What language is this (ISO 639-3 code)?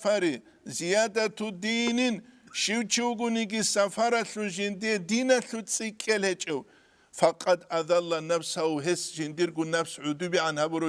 ava